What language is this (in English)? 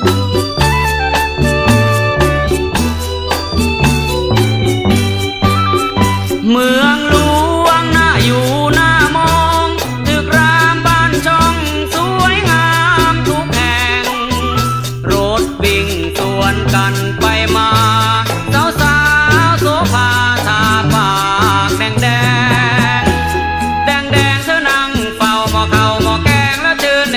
Thai